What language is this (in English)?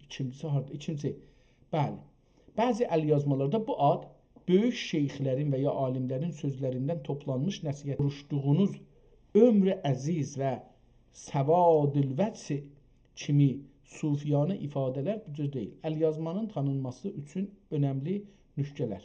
South Azerbaijani